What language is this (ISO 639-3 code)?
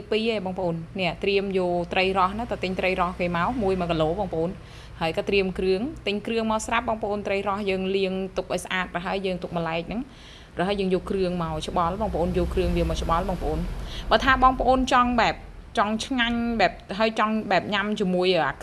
khm